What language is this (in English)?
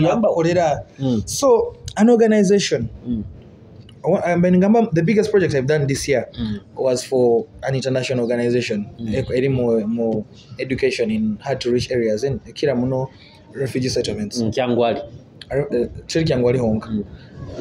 Nyoro